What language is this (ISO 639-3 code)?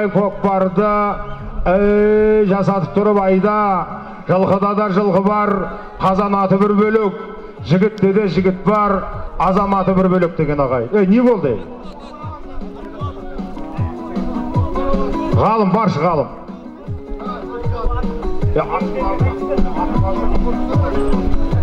kaz